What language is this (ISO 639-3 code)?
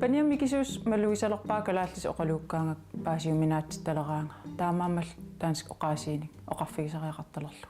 kal